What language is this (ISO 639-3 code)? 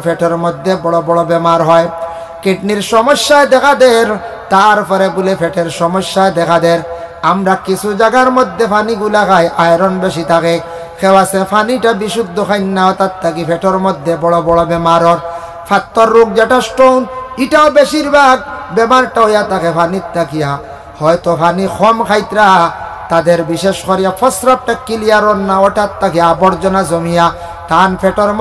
syl